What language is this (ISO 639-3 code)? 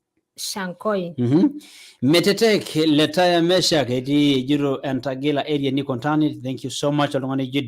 mas